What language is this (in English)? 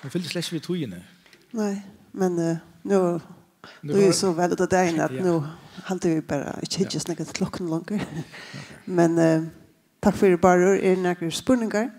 Faroese